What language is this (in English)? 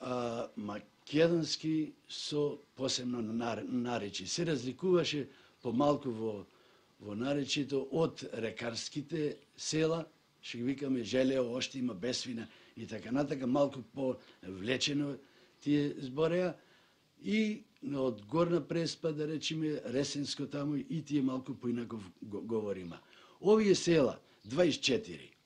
Macedonian